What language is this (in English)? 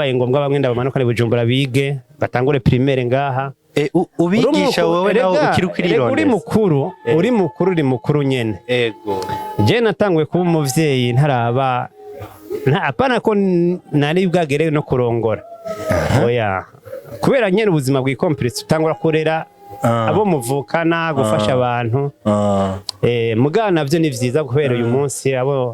Rundi